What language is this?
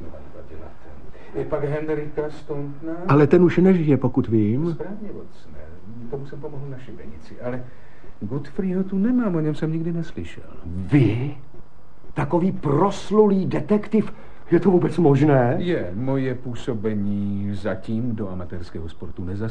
Czech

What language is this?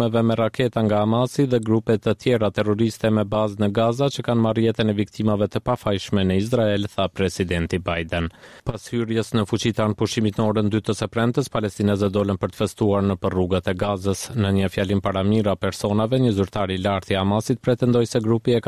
Albanian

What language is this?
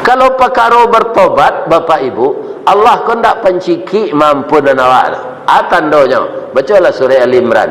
Minangkabau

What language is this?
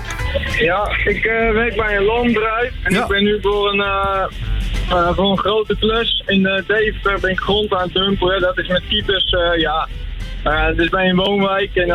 Dutch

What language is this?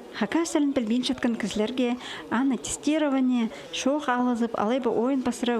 Khakas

